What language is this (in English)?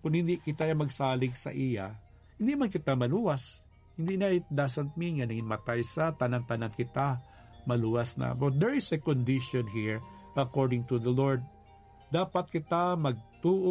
Hiligaynon